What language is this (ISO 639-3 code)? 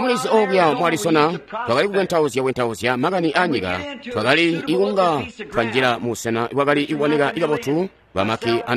toi